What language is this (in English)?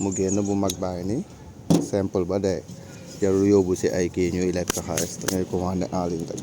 Wolof